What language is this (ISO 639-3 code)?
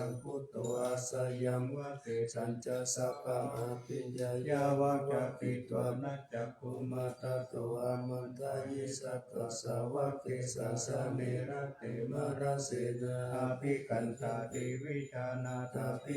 pli